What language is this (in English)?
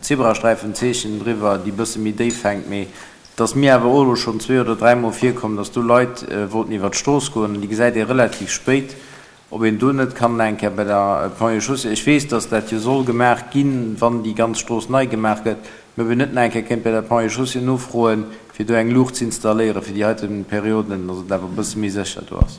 Luxembourgish